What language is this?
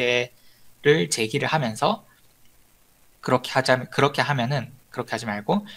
Korean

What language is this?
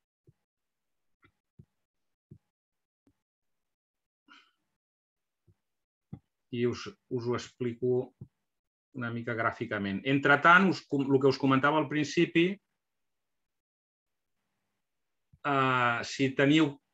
Catalan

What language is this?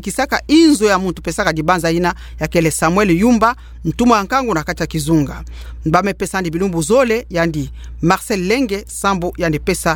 Kituba (Democratic Republic of Congo)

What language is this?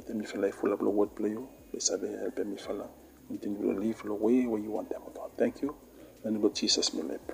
Bislama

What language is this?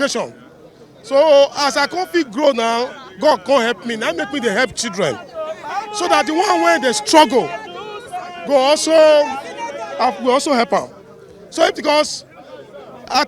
Nigerian Pidgin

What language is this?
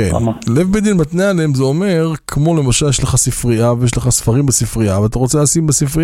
Hebrew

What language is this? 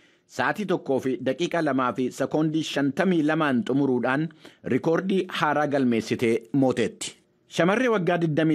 Oromo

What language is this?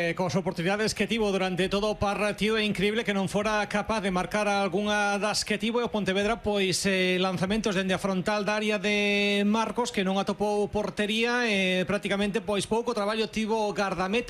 Galician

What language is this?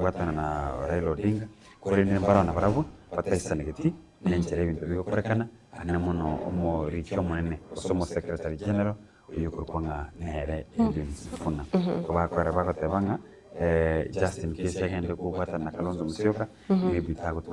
Gusii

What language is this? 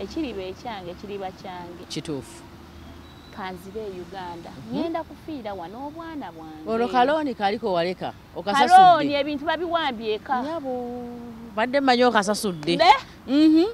Ganda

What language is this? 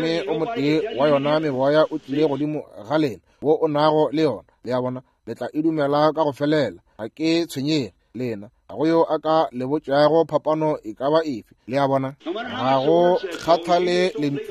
Northern Sotho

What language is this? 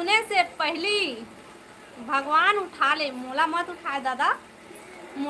Chhattisgarhi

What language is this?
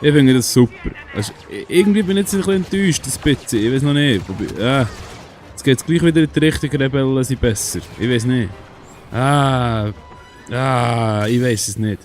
Swiss German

